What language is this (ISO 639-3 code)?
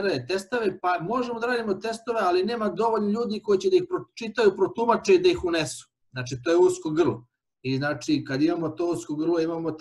srp